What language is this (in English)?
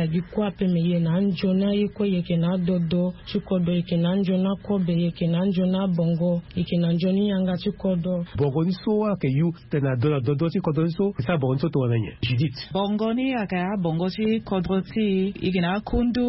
Sango